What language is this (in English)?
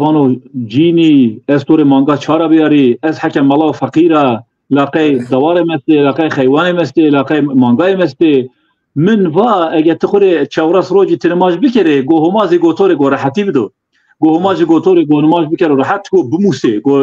Zaza